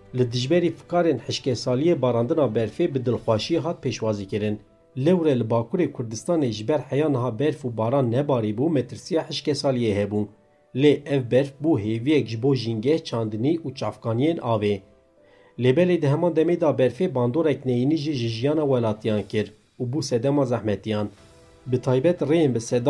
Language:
Kurdish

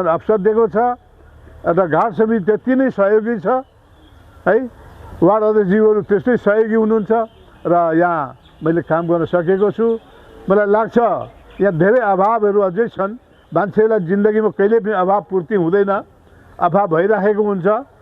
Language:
Nepali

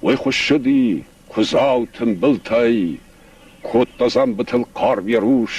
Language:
Ossetic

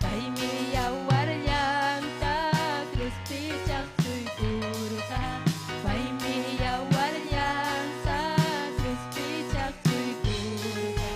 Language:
Ayacucho Quechua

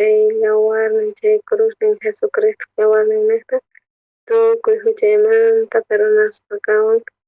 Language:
South Bolivian Quechua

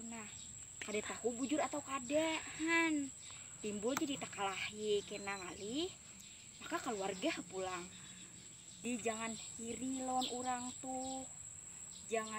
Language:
Banjar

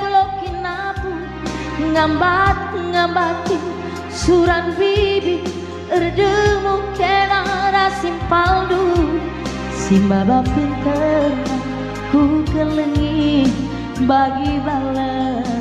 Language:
Batak Karo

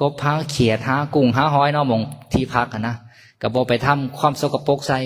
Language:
Lao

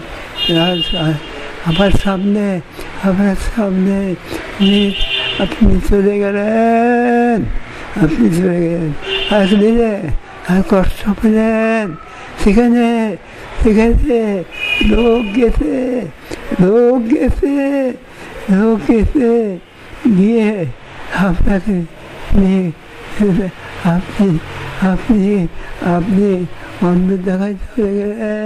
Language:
Bangla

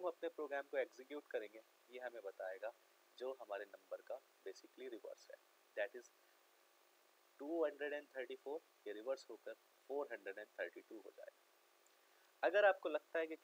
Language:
Hindi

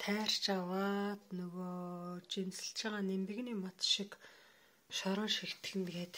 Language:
Mongolian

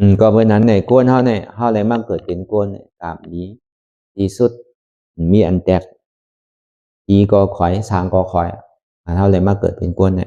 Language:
Shan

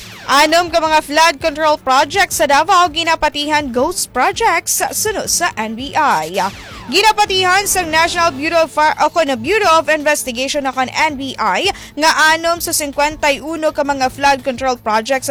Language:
Hiligaynon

